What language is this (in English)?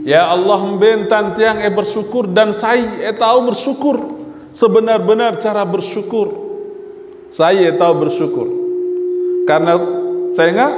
Sasak